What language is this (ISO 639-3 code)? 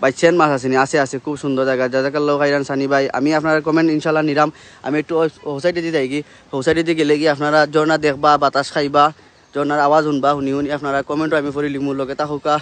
syl